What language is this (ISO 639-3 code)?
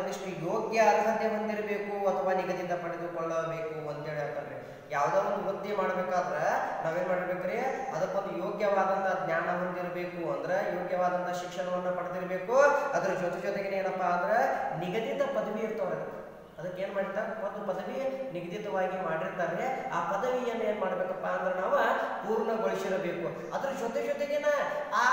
kan